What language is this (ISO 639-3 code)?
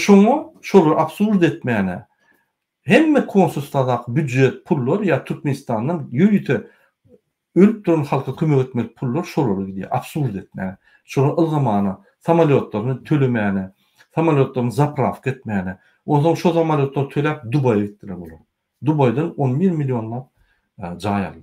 tuk